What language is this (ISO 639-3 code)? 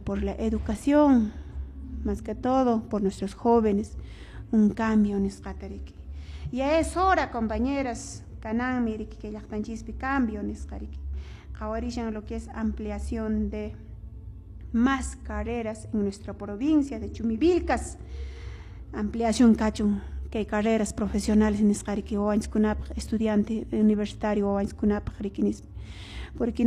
que